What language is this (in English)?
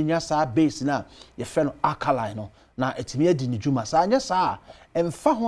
Akan